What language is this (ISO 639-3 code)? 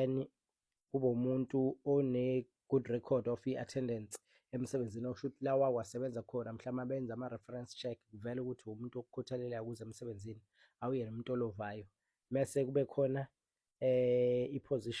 zul